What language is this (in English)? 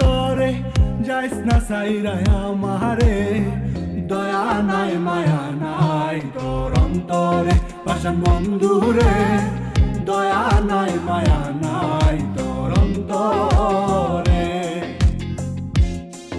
Bangla